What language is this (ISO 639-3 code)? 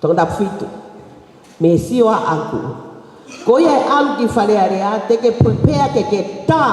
ton